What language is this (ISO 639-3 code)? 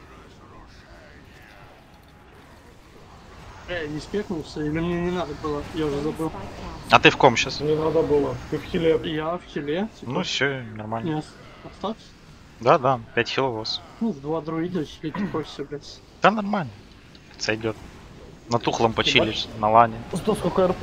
rus